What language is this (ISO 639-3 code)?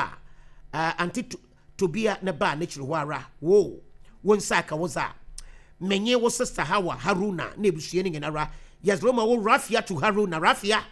aka